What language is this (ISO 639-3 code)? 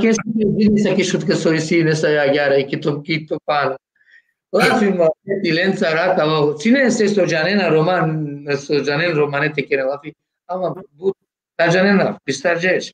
rmn